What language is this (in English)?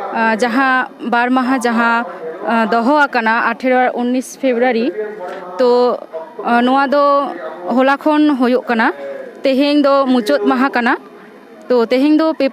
Santali